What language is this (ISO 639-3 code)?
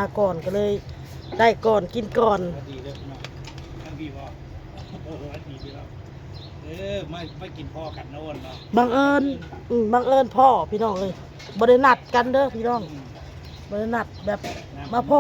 tts